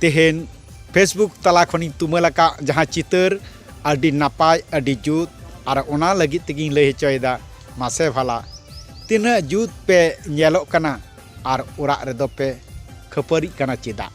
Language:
Santali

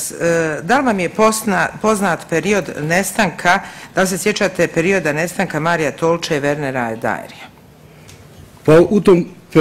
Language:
Bosnian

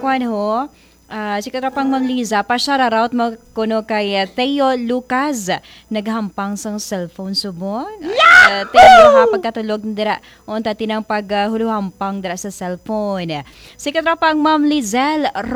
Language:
Hiligaynon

